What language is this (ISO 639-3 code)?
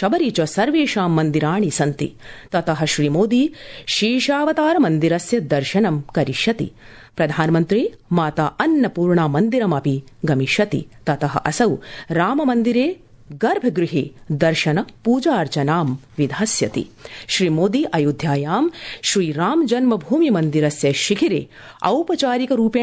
san